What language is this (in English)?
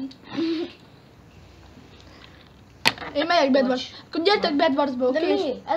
Hungarian